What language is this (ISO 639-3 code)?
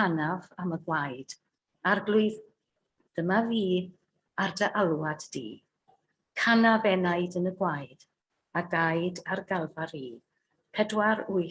cym